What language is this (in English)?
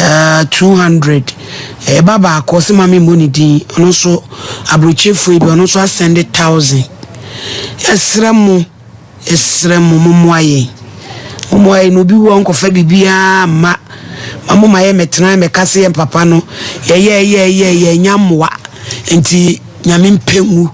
Akan